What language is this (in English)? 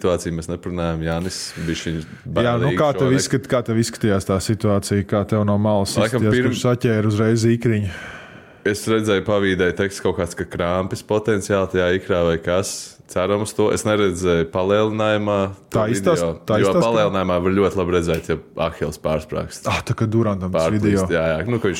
Latvian